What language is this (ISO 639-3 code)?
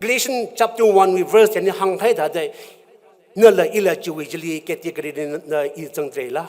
nmf